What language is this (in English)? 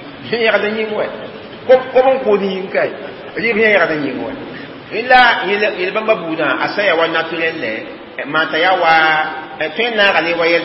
Mossi